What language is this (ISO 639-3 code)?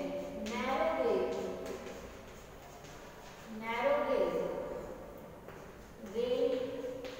hin